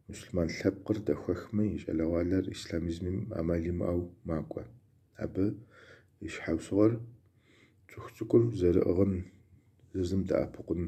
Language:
Kabardian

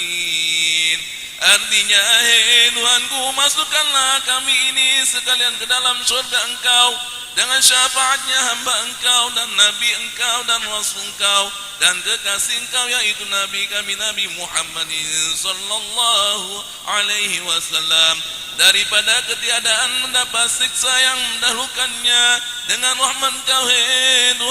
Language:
Betawi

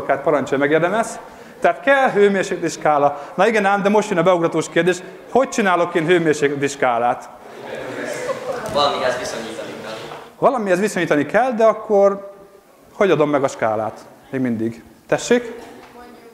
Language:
Hungarian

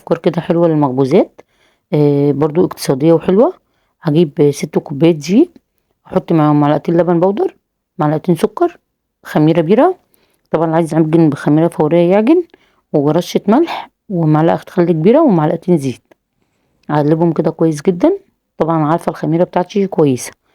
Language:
Egyptian Arabic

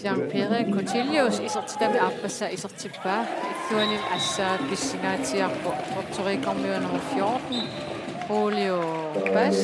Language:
Kalaallisut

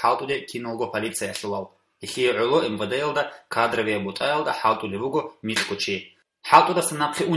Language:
Avaric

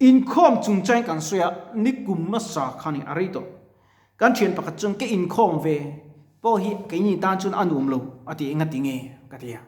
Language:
Mizo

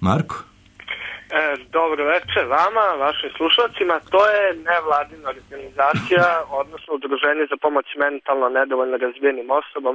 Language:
Serbian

